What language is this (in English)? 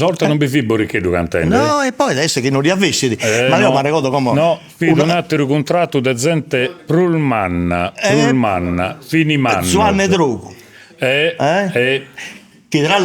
Sardinian